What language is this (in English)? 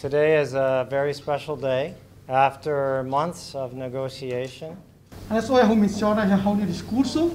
Tetum